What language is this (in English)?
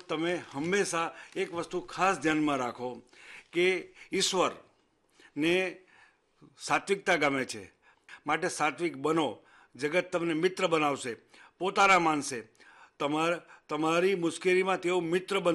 Gujarati